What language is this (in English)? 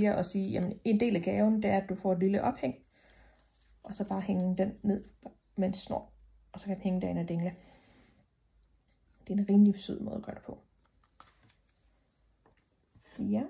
Danish